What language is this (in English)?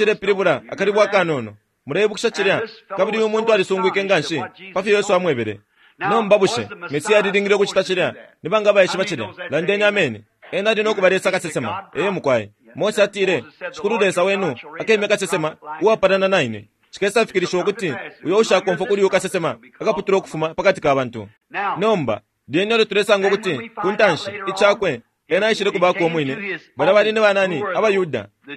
Bemba